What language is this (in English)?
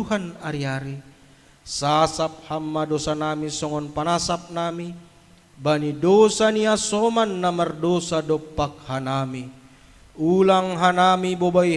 Batak Simalungun